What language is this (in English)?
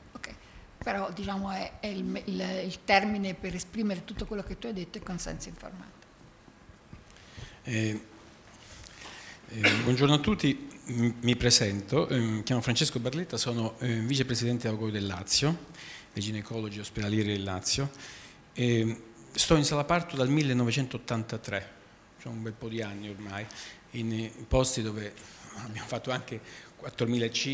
Italian